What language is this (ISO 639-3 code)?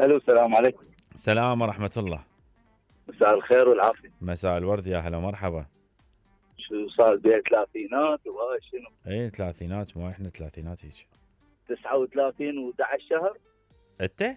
acm